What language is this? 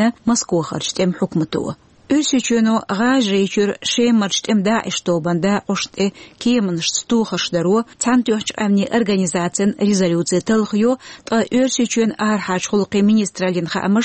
Chechen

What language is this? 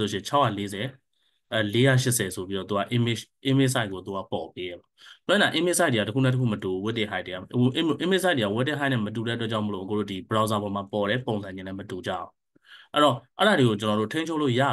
Burmese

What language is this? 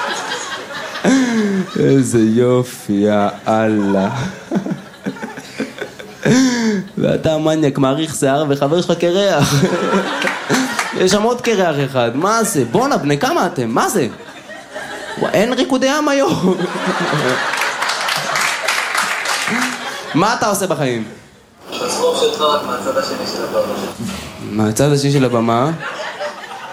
Hebrew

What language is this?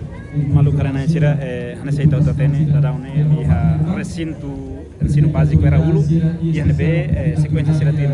Tetum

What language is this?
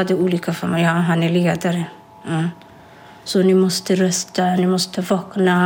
Swedish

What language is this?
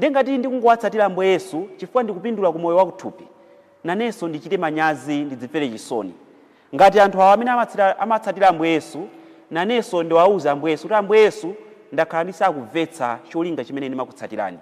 Nyanja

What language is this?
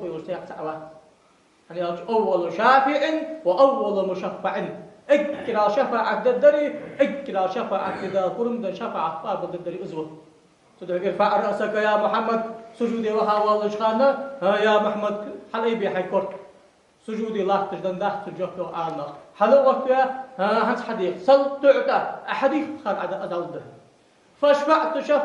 Ingush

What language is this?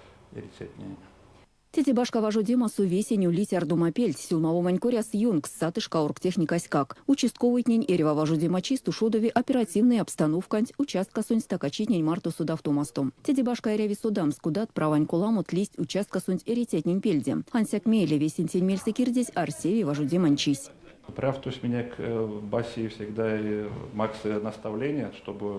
Erzya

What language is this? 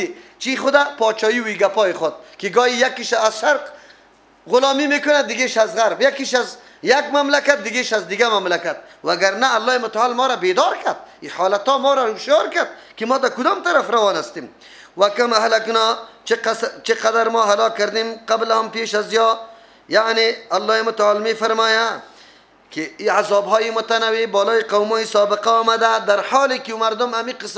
Persian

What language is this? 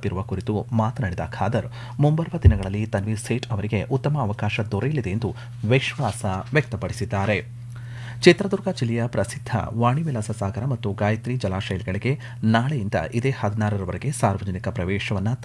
Kannada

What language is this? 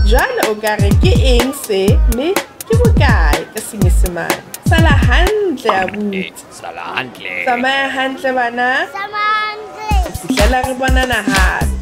Southern Sotho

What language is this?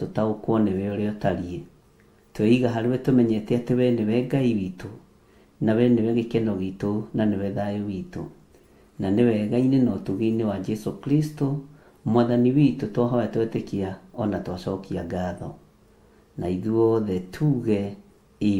Kikuyu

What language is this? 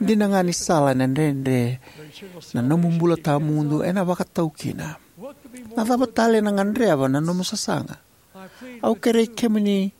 Fijian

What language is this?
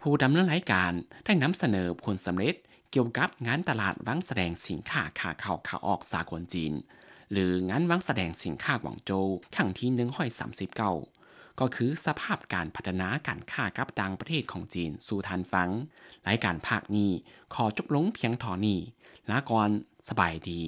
Lao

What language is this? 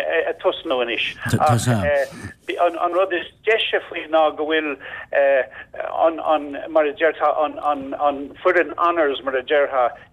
Irish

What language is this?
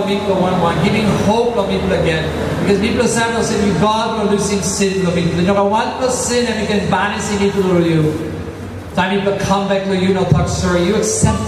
Tok Pisin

